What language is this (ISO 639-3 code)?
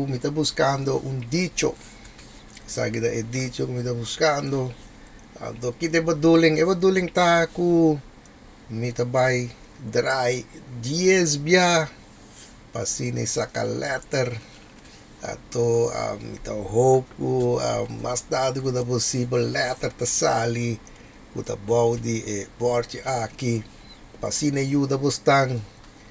pap